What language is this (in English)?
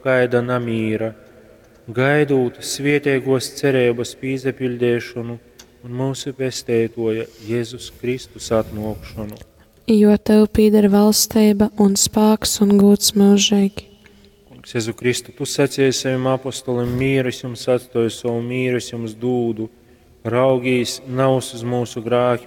Latgalian